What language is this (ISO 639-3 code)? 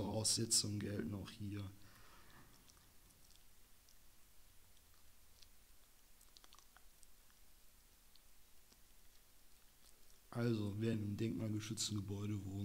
deu